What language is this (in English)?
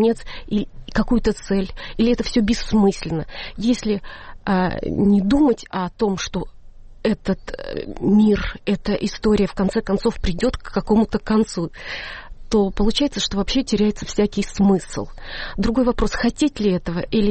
Russian